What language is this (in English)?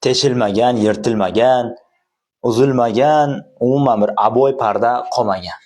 Uzbek